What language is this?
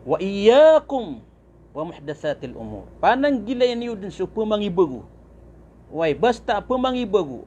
Maranao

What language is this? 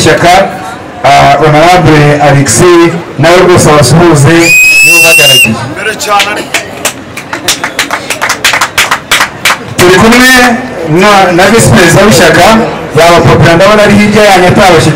Kinyarwanda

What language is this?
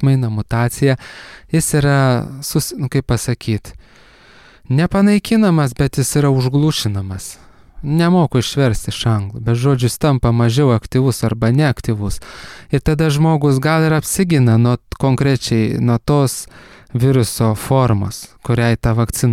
Lithuanian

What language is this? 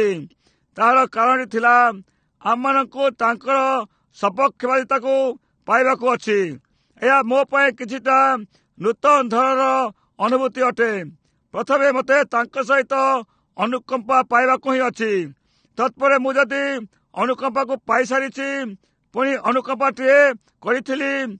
Odia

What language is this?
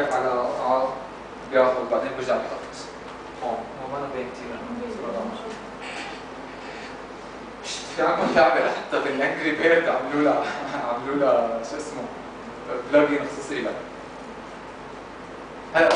North Levantine Arabic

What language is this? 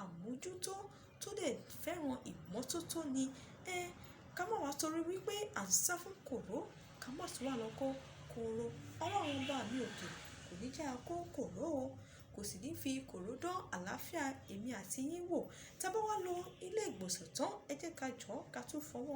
Yoruba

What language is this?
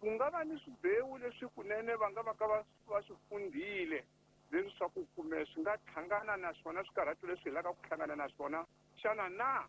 Tsonga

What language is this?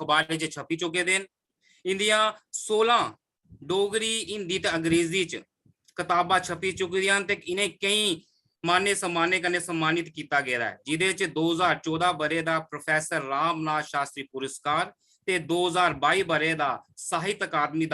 Dogri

